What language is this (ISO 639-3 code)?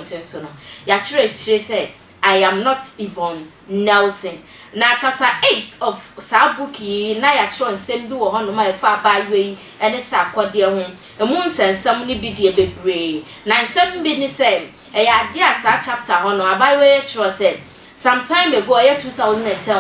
aka